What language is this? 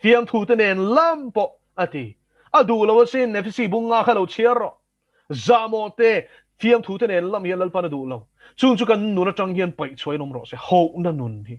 Mizo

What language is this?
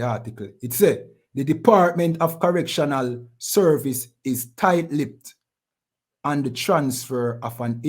Jamaican Creole English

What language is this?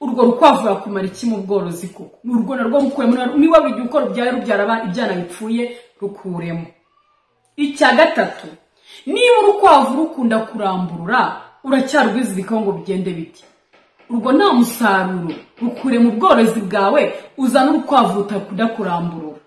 Kinyarwanda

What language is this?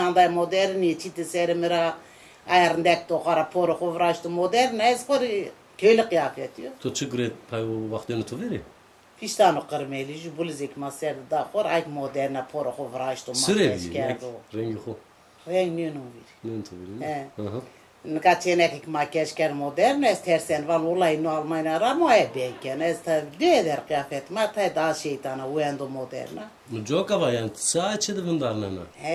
Zaza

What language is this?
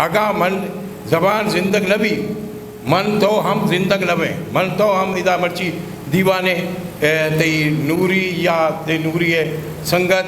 Eastern Balochi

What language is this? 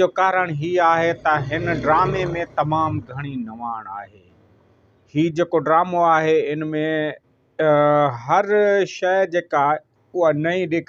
Sindhi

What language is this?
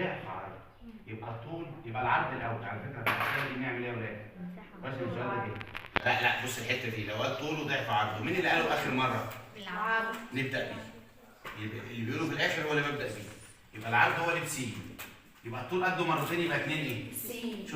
Egyptian Arabic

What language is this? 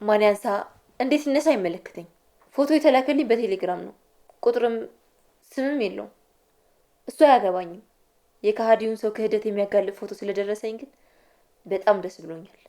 Amharic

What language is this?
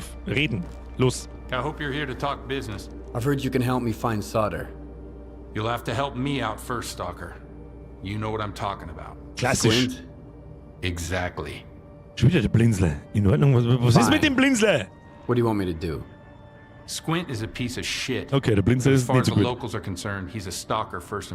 Bavarian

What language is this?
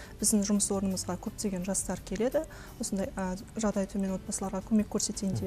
Kazakh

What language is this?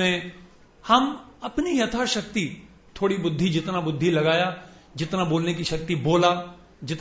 Hindi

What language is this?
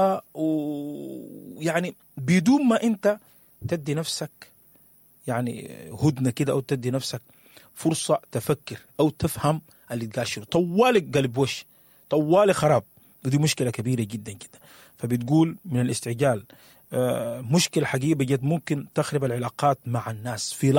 Sudanese Arabic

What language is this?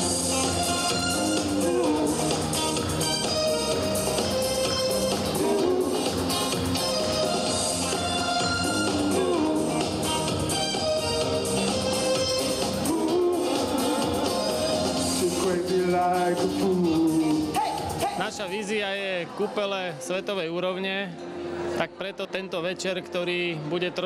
Slovak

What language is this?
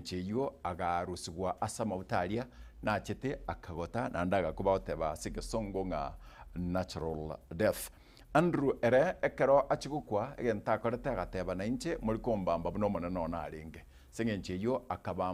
Gusii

